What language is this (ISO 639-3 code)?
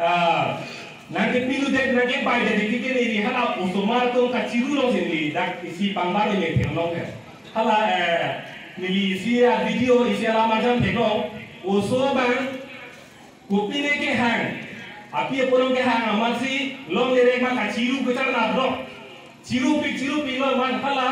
mjw